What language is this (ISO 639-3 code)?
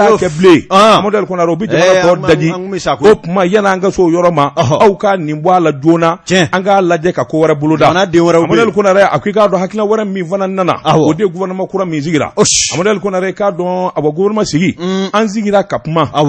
bam